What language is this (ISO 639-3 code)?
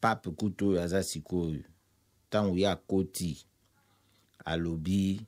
lin